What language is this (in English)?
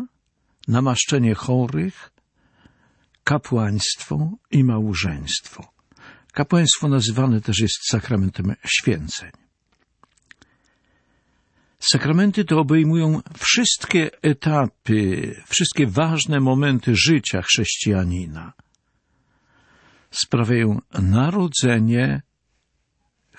Polish